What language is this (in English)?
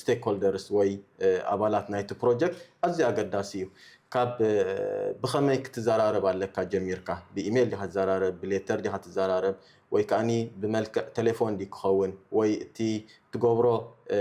Tigrinya